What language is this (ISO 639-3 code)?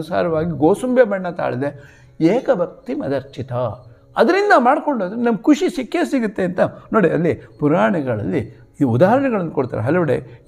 kan